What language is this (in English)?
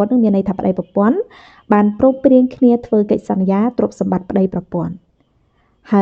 Khmer